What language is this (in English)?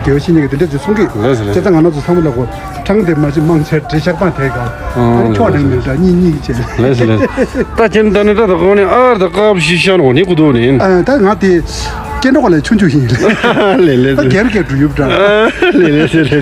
Tibetan